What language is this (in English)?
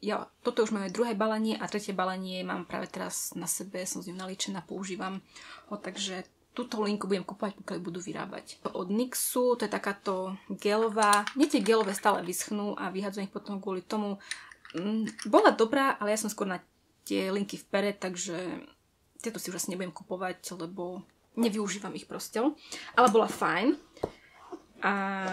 Slovak